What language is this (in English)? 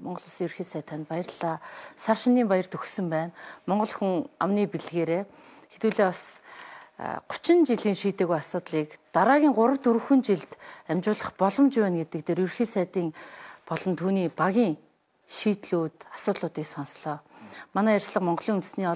Mongolian